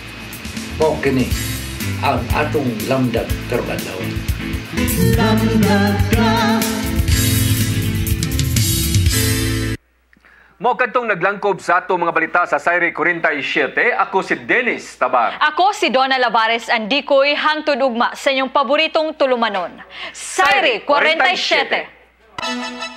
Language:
Cebuano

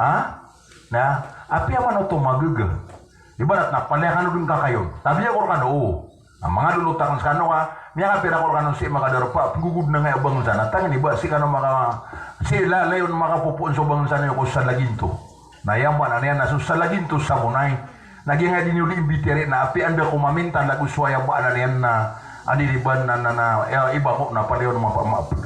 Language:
Maranao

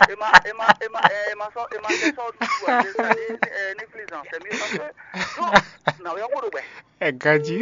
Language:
Fon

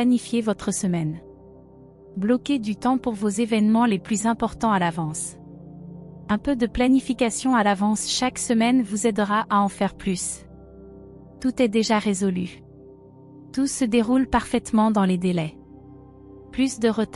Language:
French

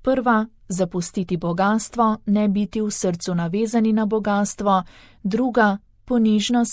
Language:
Slovenian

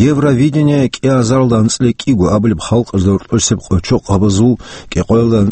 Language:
Avaric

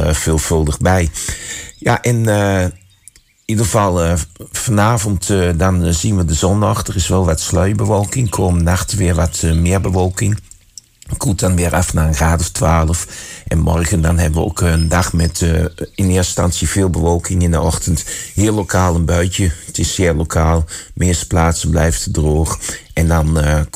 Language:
Dutch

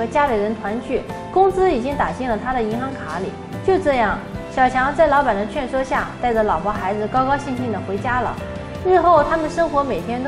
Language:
Chinese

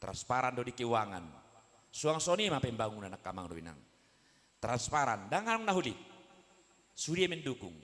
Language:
Batak Toba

